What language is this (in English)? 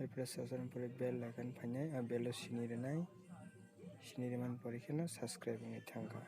Kok Borok